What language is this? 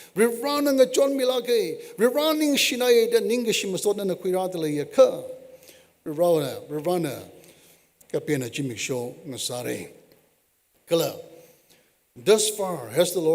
Tangkhul Naga (India)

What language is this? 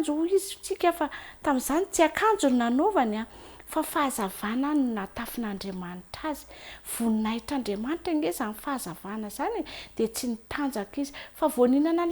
Malagasy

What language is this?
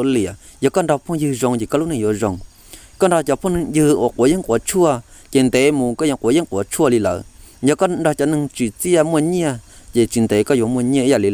Hmong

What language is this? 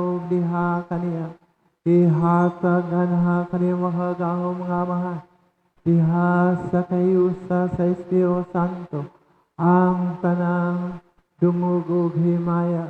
Cebuano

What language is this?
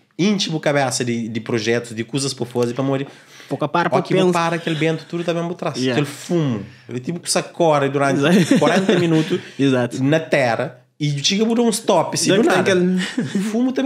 Kabuverdianu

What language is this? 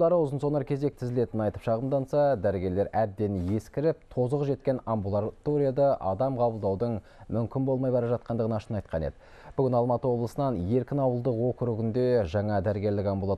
Kazakh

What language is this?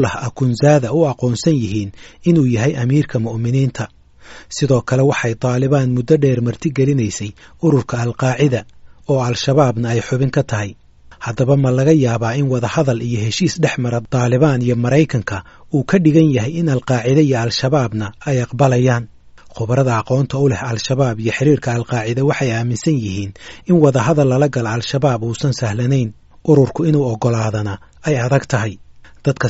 Somali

